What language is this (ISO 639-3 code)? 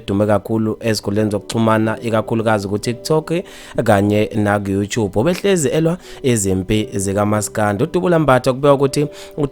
zul